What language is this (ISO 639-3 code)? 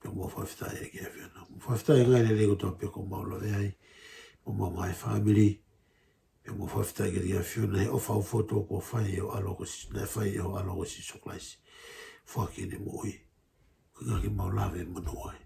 ton